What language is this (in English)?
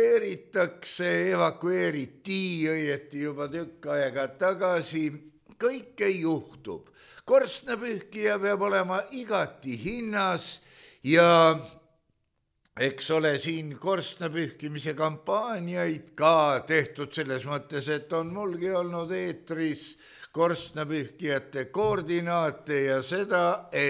Estonian